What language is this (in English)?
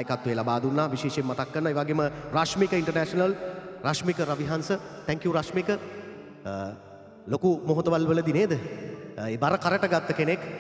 Sinhala